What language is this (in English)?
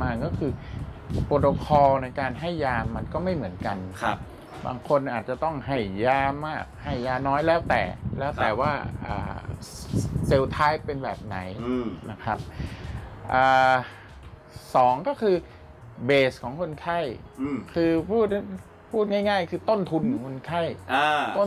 Thai